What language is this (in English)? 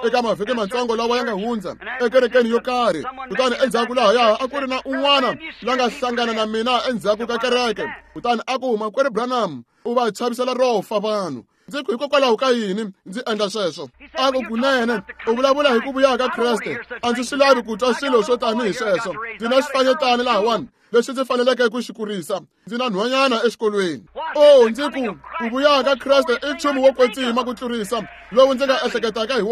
Tsonga